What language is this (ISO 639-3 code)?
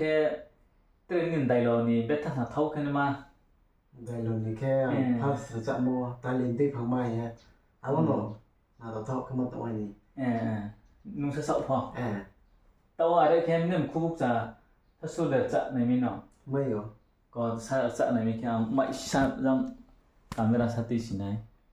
ria